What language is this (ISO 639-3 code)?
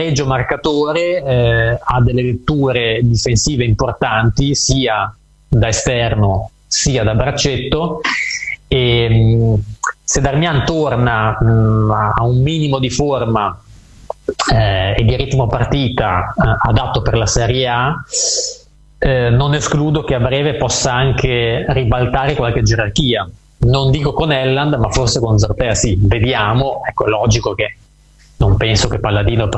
ita